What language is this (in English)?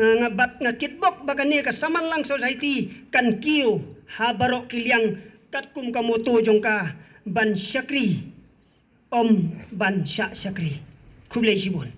Khasi